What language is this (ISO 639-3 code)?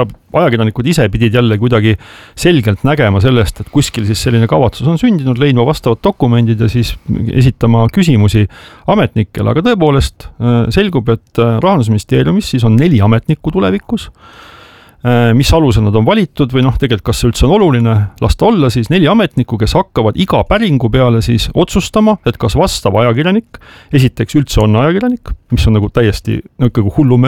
est